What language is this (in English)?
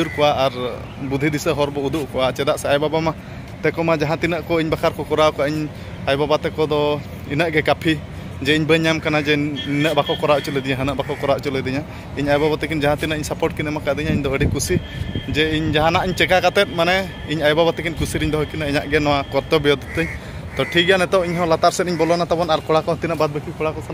Santali